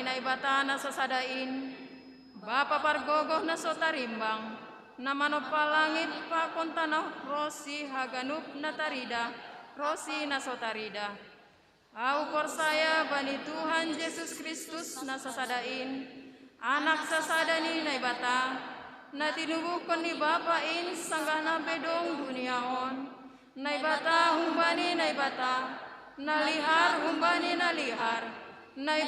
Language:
Batak Simalungun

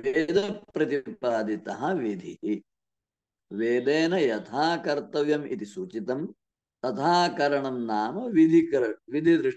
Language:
Sanskrit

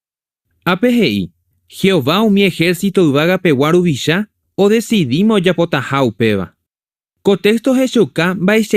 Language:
Guarani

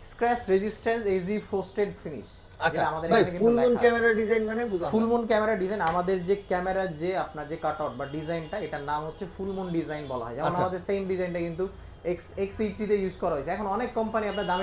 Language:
Bangla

